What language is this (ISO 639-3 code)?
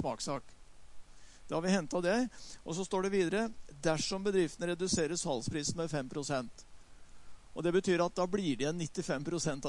nor